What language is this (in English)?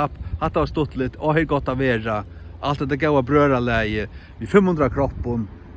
Faroese